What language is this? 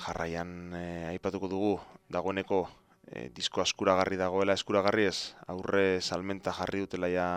Basque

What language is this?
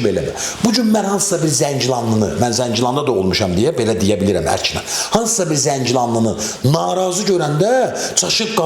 Azerbaijani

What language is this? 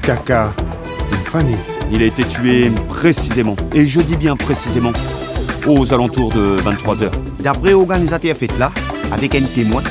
Morisyen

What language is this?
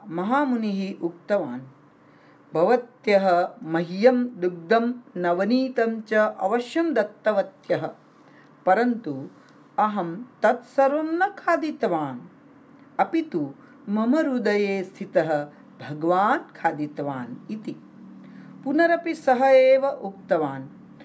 Sanskrit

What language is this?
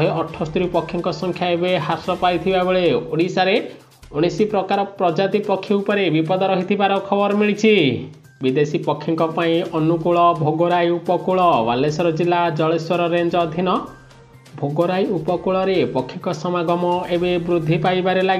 Odia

